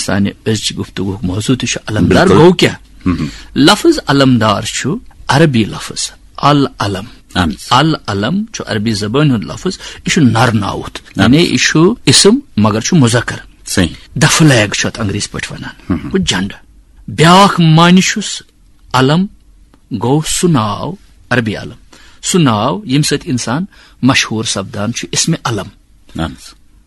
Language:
Kashmiri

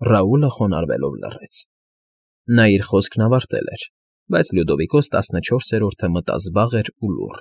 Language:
Armenian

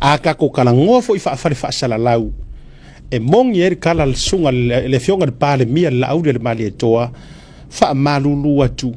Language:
Samoan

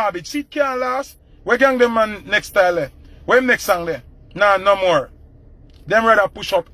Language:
Jamaican Creole English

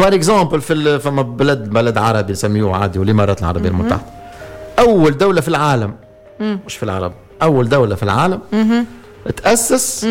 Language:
Tunisian Arabic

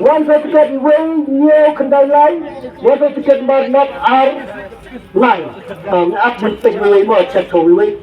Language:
Khasi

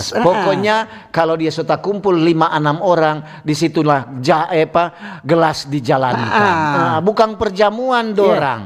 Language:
Manado Malay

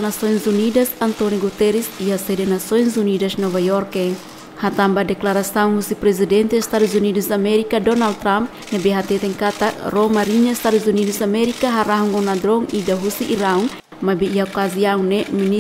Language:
Tetum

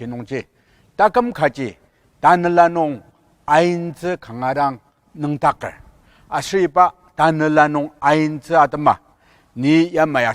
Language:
Ao Naga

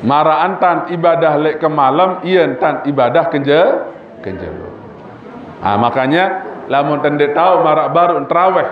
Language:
Sasak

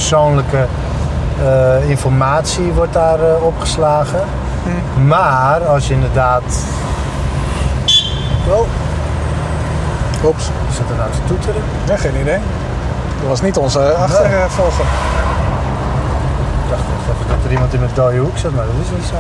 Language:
Dutch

